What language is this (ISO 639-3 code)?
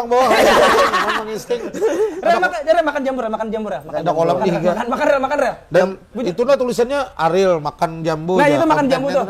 bjn